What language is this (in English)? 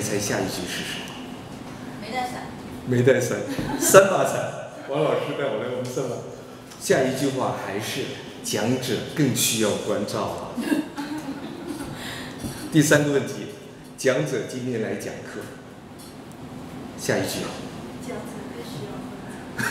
Chinese